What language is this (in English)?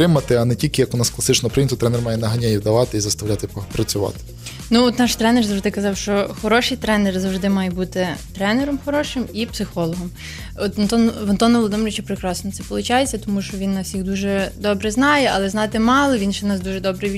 Ukrainian